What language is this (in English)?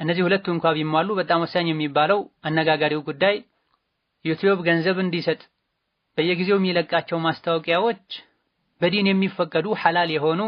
Amharic